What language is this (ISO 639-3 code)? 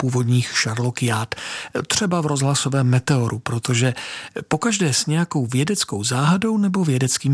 ces